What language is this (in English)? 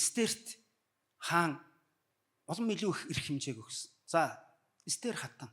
Mongolian